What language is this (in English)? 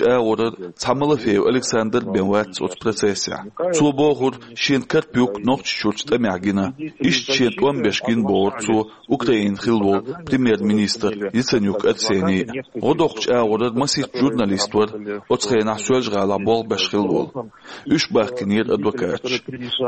Chechen